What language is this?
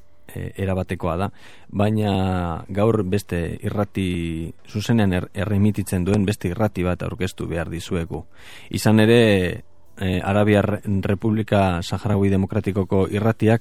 Basque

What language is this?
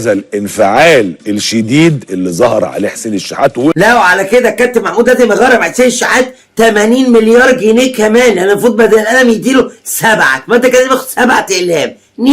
Egyptian Arabic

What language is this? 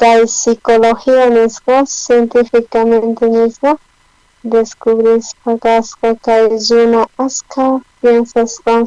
South Bolivian Quechua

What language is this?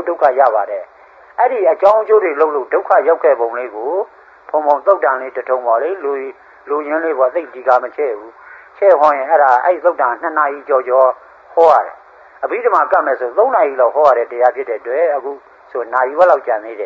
Burmese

